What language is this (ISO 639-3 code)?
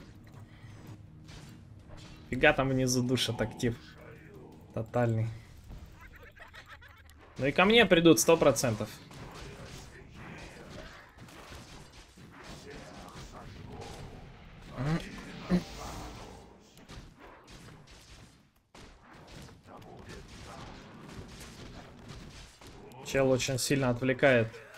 rus